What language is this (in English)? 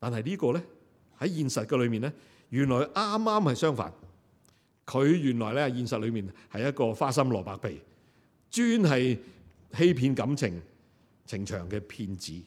Cantonese